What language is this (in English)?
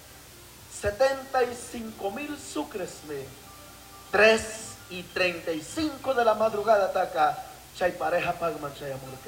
Chimborazo Highland Quichua